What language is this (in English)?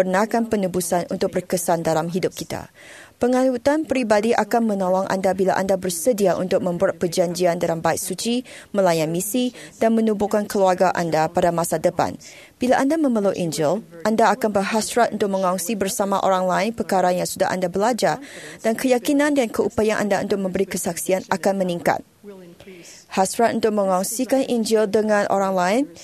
Malay